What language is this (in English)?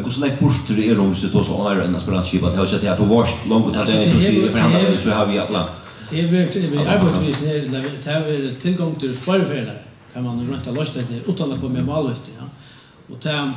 Faroese